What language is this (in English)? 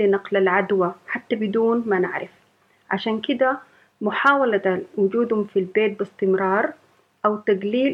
Sudanese Arabic